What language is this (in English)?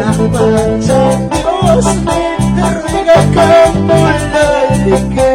Quechua